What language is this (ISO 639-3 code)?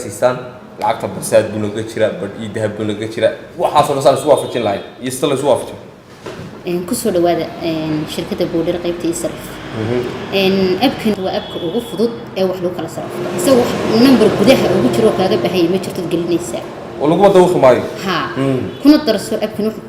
som